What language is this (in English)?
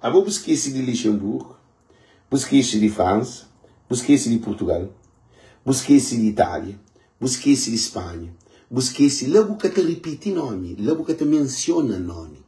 Kabuverdianu